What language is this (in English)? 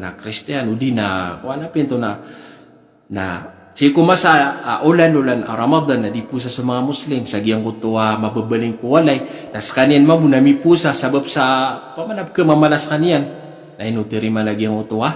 Maranao